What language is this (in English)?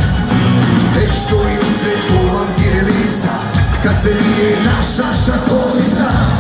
Croatian